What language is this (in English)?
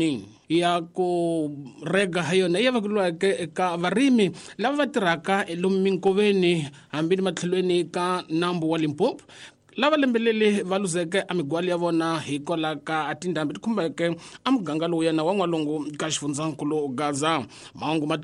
Tsonga